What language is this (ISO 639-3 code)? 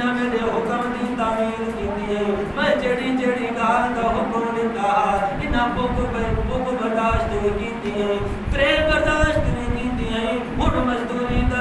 skr